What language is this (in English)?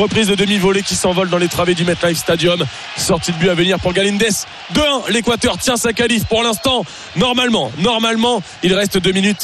French